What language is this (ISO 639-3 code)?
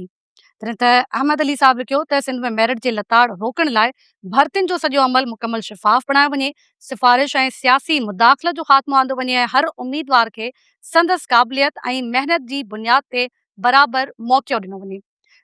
snd